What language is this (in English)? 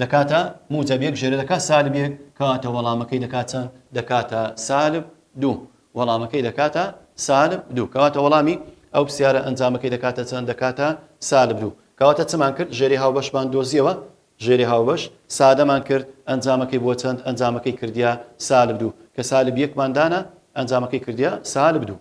Central Kurdish